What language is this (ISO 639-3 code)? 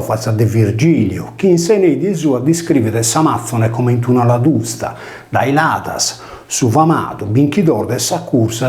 srd